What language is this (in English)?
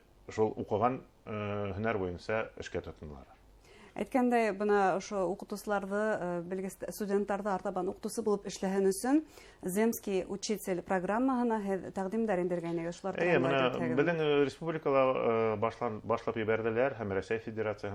Bashkir